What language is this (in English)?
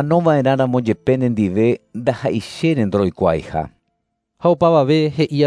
Guarani